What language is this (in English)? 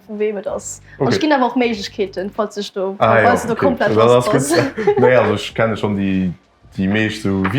Luxembourgish